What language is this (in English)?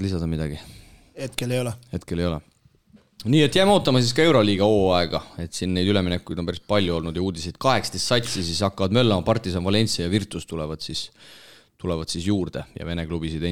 Estonian